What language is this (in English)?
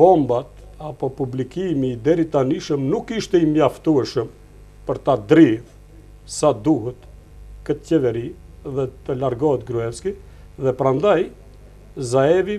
Albanian